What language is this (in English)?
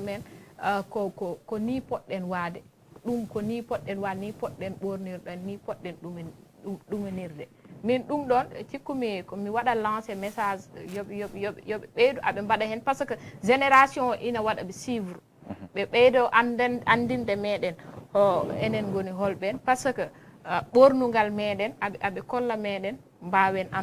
Fula